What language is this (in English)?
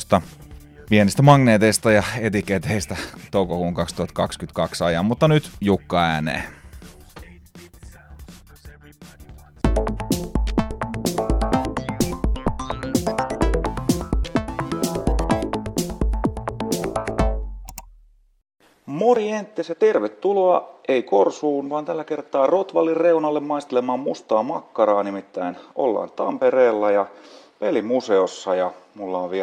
Finnish